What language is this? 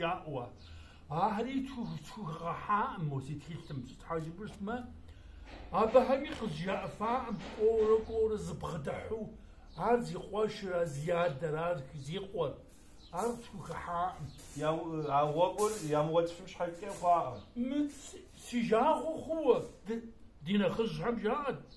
Kabardian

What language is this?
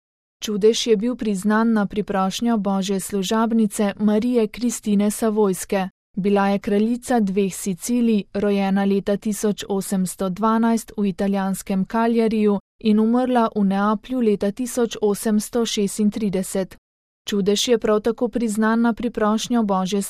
Slovenian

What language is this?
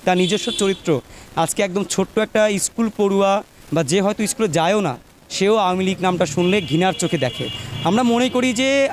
Bangla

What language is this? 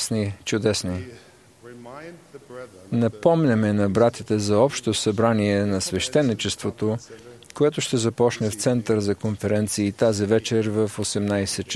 Bulgarian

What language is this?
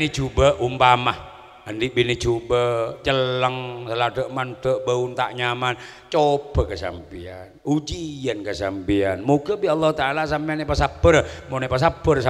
Madurese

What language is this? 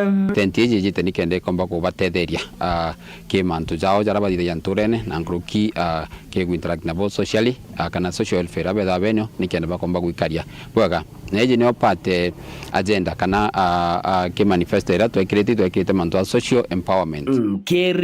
Meru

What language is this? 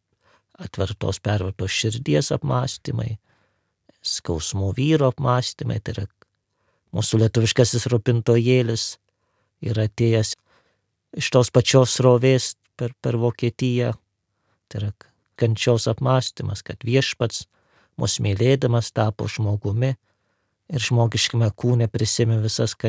Lithuanian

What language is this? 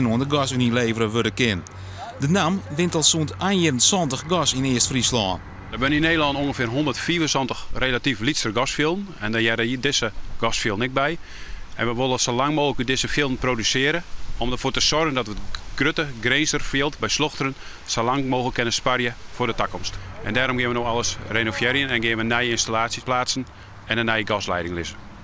Western Frisian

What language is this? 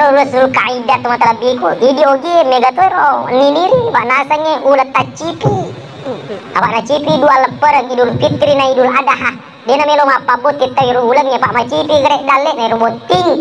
Buginese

